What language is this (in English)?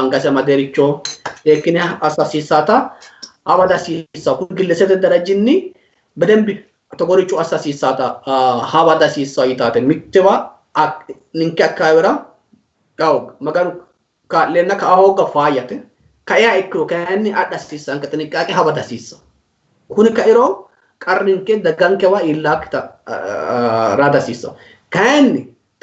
Sidamo